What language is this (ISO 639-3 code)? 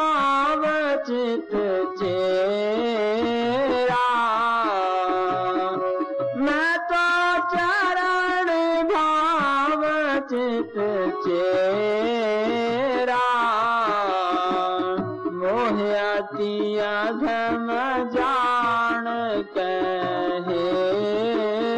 hin